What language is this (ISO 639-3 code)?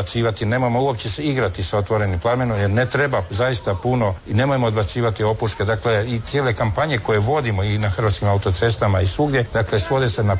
hrv